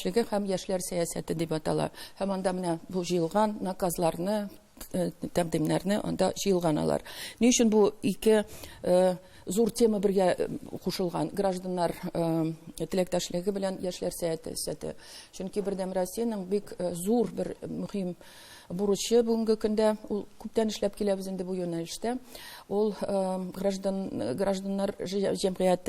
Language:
Tatar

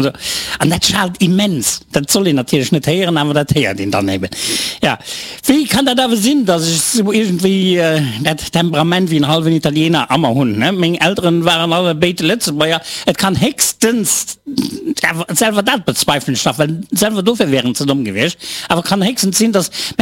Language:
Luxembourgish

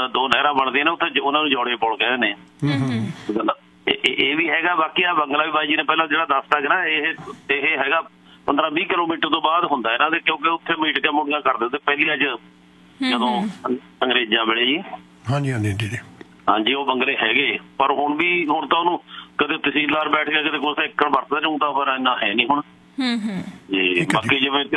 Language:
Punjabi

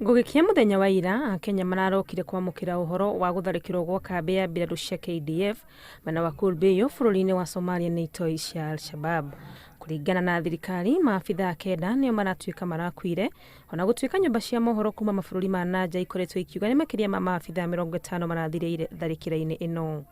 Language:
Kikuyu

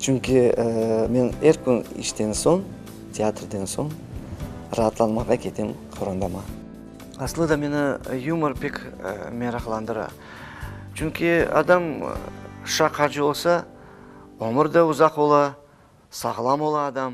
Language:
Crimean Tatar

